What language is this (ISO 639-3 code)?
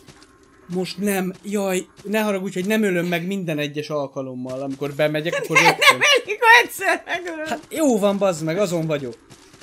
hun